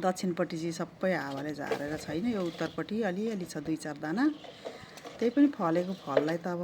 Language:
Nepali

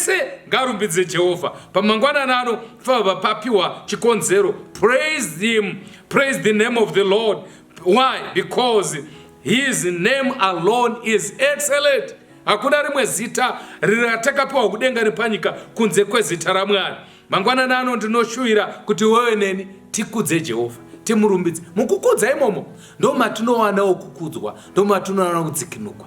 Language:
Shona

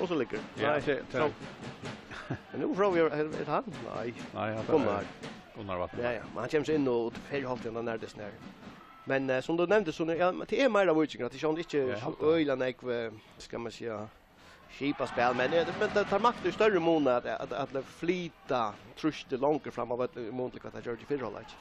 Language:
Faroese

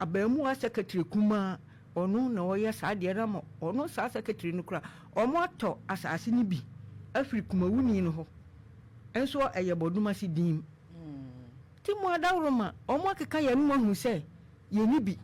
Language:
Akan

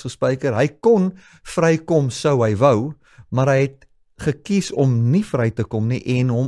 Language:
Afrikaans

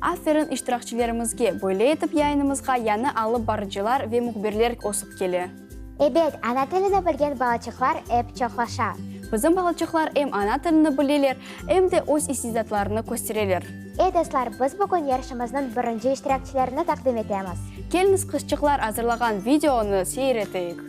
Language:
Crimean Tatar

